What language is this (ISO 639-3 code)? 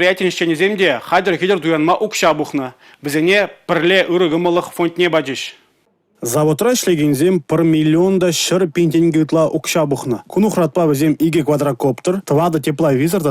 chv